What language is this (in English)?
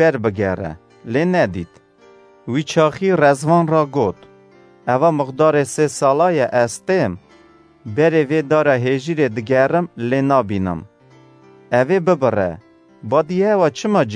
Kurdish